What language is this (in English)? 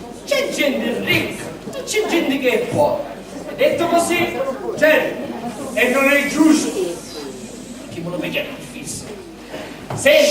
Sicilian